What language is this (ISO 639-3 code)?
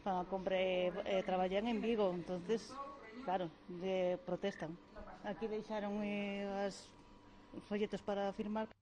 glg